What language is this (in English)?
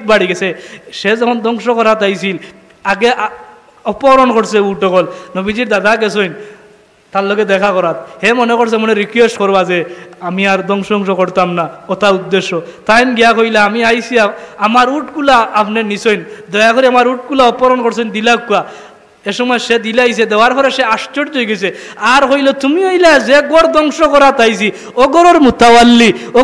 Sylheti